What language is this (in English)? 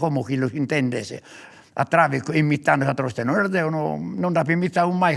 Sardinian